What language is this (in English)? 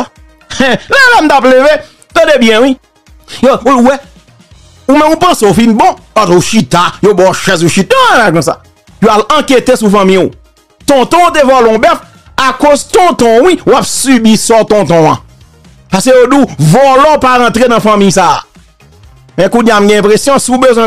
Haitian Creole